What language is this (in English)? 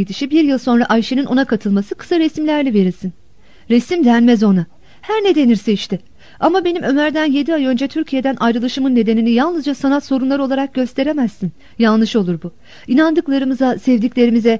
Turkish